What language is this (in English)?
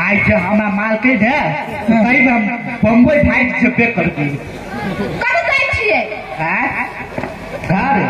Maithili